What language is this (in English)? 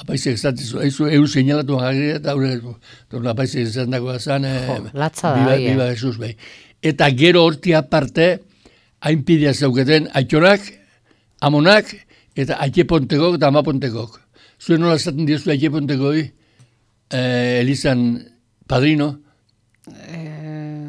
Basque